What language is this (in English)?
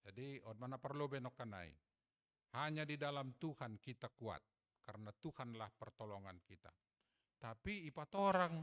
Batak Simalungun